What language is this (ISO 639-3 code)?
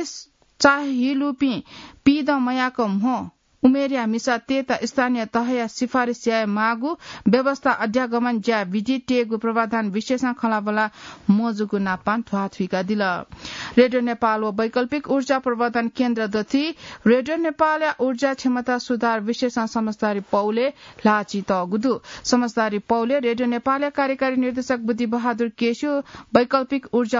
new